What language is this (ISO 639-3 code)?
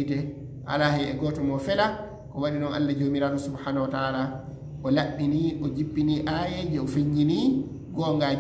ful